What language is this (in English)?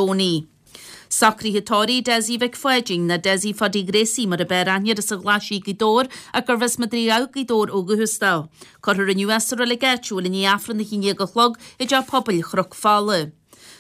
Irish